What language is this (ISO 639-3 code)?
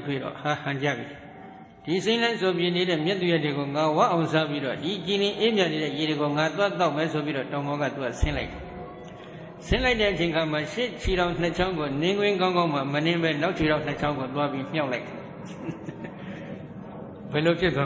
mya